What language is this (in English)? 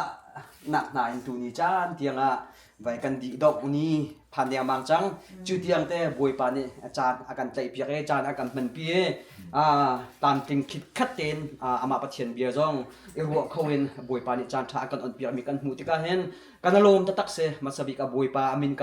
Hakha Chin